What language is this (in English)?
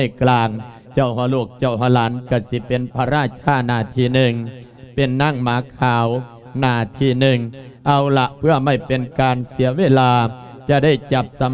Lao